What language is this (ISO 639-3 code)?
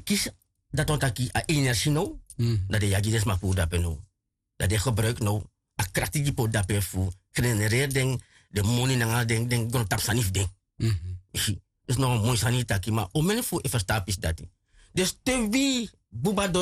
srn